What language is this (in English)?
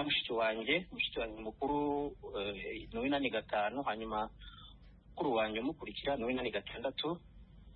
Kinyarwanda